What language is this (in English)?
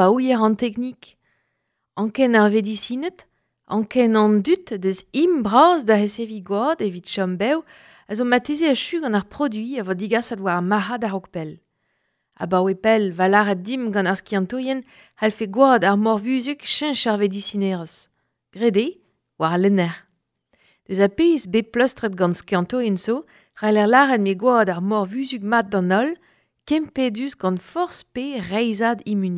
Breton